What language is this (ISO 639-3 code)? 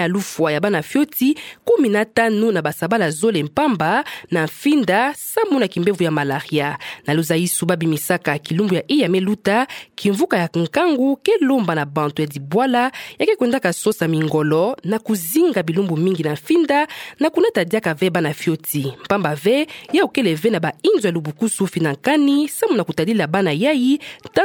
ktu